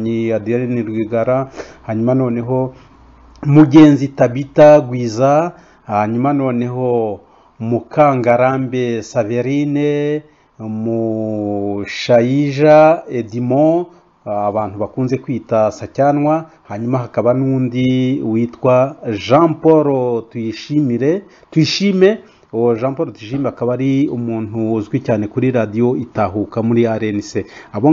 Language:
Kinyarwanda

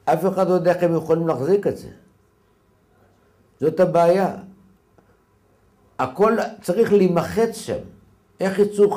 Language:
Hebrew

